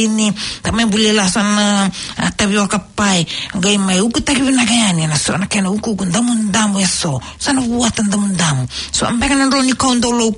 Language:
Fijian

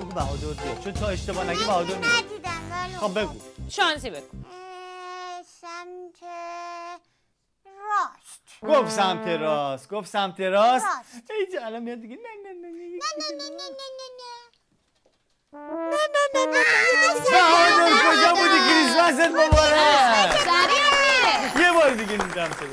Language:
Persian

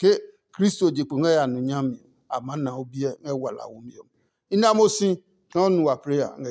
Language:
Adangme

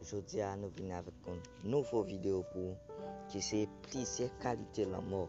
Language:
Haitian Creole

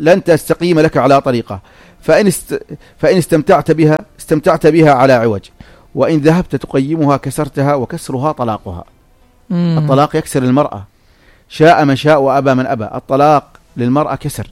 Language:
North Levantine Arabic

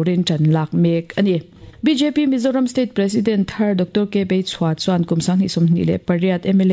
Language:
Mizo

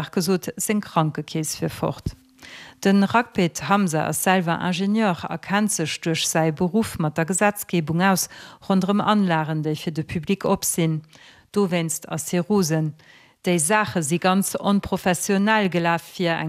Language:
Luxembourgish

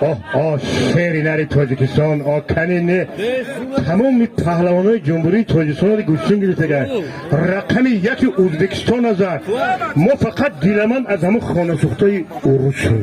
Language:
Tajik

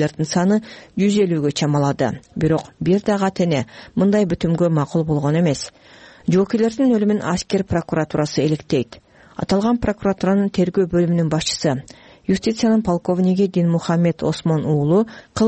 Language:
Kyrgyz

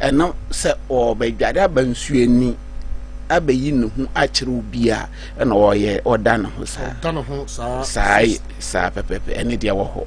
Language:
Akan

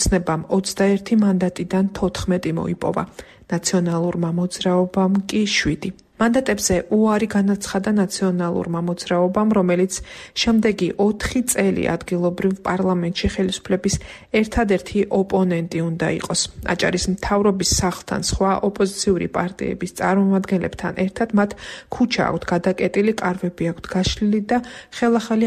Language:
Georgian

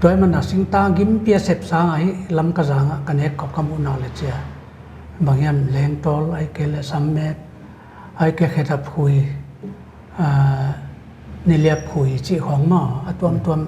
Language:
Paite Chin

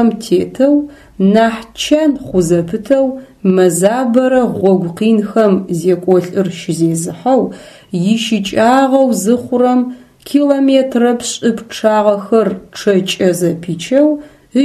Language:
Adyghe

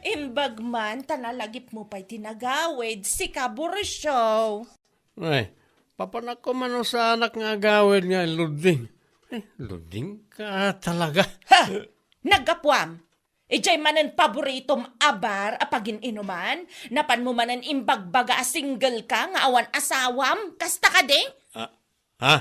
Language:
Iloko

